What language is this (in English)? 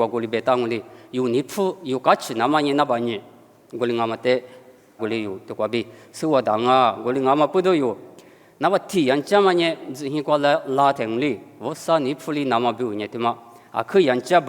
Lisu